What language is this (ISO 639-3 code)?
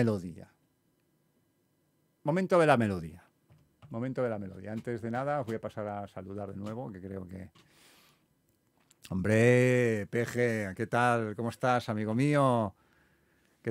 spa